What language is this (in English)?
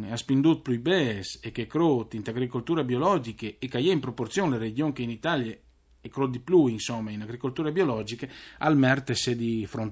Friulian